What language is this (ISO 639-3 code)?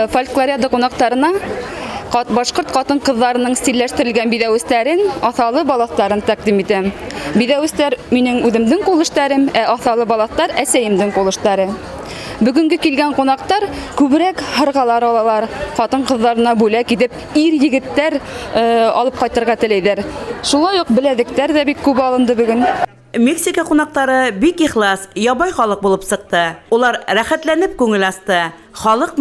bak